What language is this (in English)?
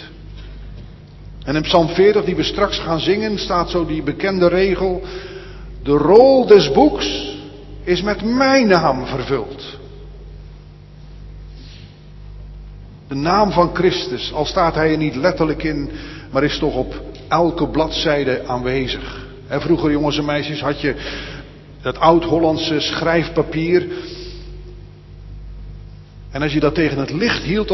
Dutch